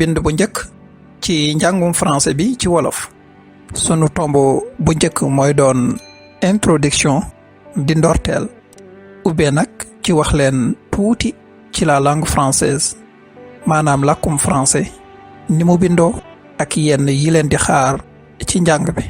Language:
Wolof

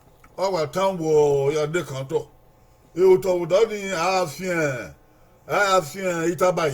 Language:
Bini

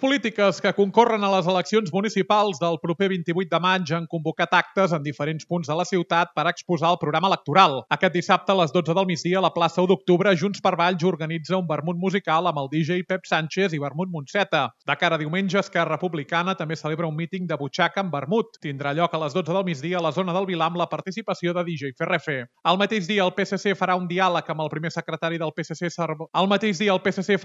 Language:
Catalan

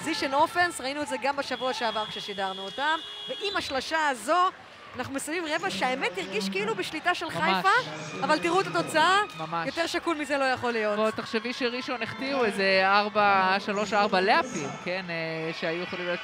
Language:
Hebrew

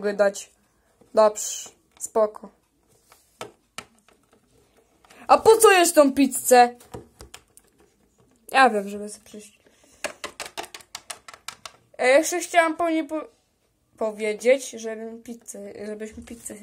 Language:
Polish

